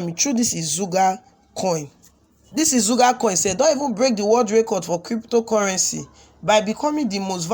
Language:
Nigerian Pidgin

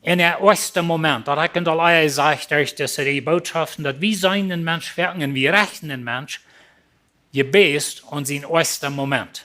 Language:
Plautdietsch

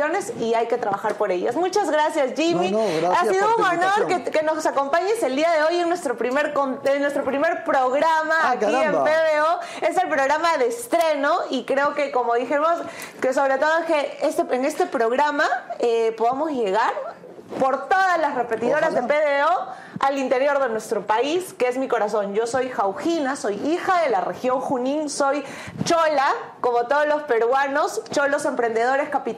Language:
Spanish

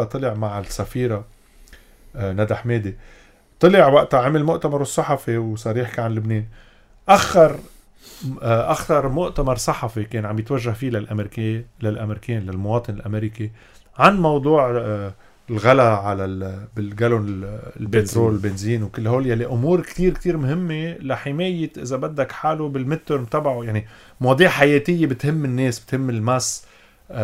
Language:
North Levantine Arabic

